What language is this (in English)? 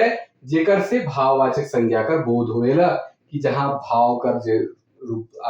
Sadri